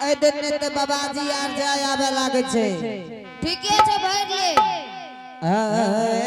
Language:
Angika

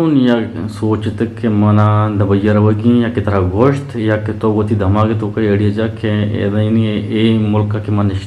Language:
Eastern Balochi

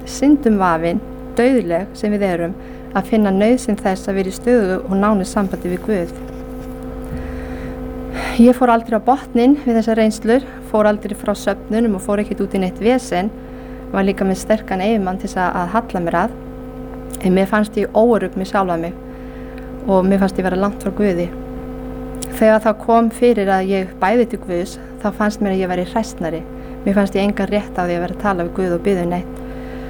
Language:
Icelandic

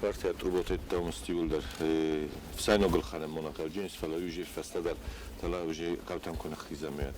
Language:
Ossetic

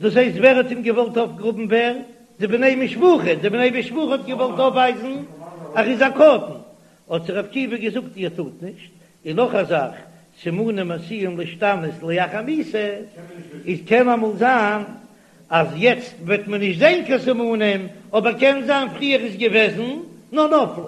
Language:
Yiddish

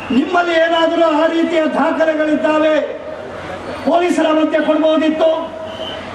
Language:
Kannada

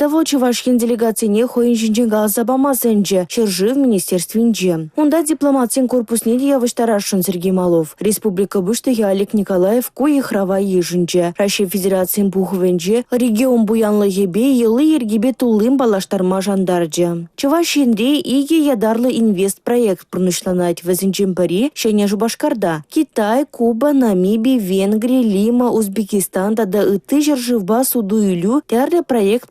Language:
Chuvash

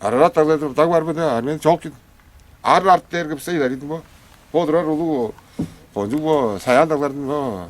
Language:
Tuvinian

